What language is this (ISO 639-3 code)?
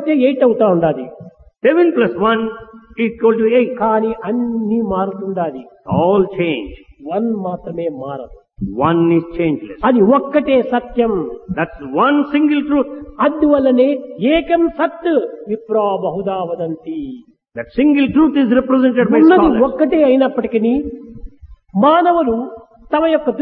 tel